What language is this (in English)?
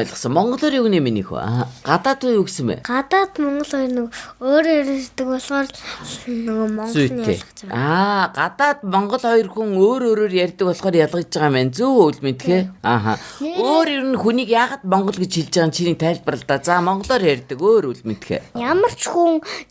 Mongolian